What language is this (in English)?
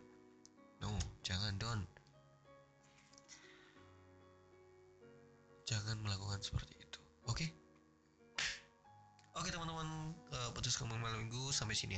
Indonesian